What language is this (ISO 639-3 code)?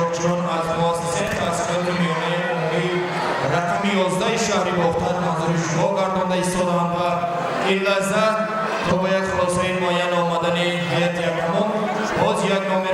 tgk